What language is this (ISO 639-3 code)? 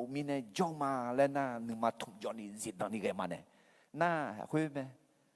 ahk